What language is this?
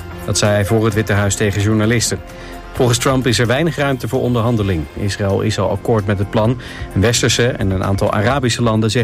Dutch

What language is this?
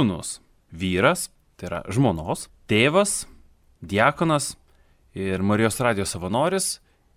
Lithuanian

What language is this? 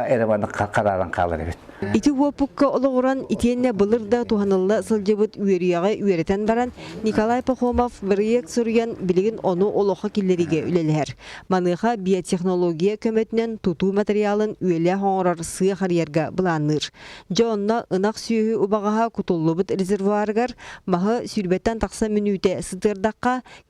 Yakut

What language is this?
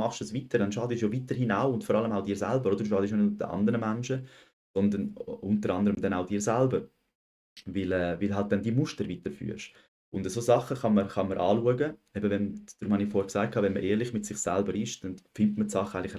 Swiss German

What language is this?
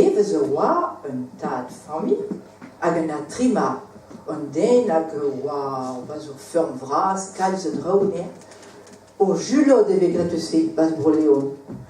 Breton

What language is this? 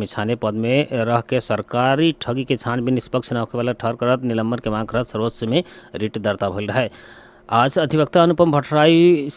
Bhojpuri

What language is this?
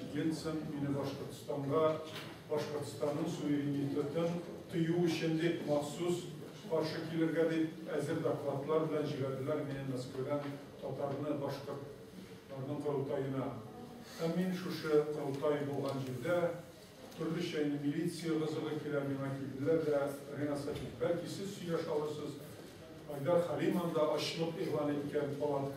Tatar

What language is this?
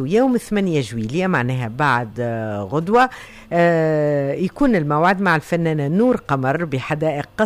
Tunisian Arabic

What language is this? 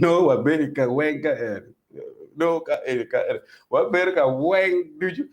Acoli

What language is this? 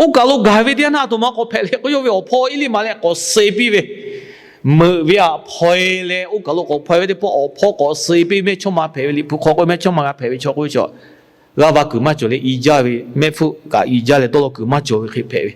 Lahu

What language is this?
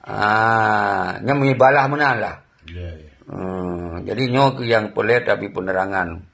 Achinese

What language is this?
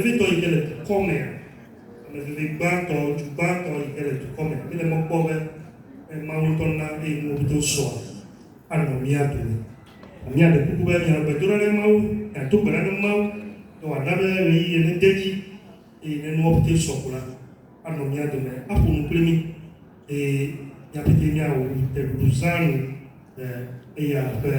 Ewe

